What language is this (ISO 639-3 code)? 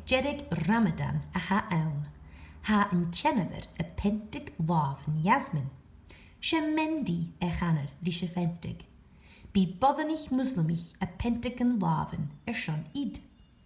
gla